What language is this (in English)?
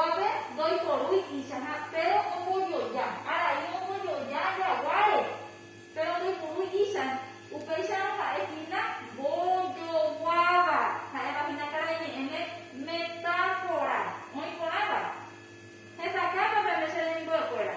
Guarani